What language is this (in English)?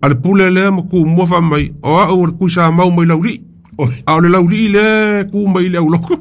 Samoan